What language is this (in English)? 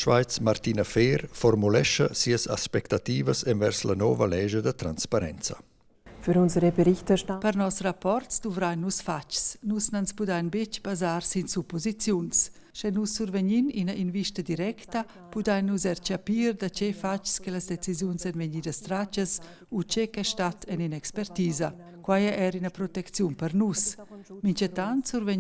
Romansh